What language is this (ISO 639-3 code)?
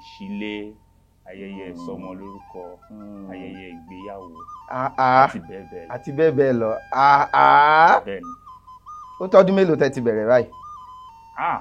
yor